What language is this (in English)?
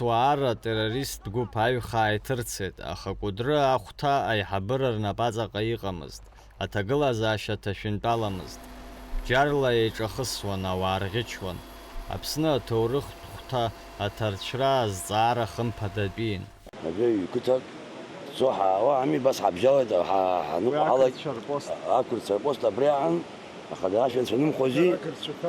Abkhazian